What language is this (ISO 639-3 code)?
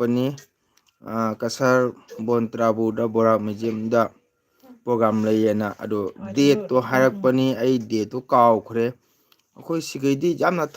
mni